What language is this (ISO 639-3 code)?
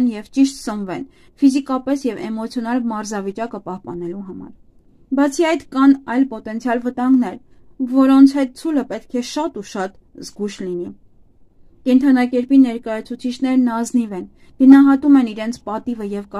hye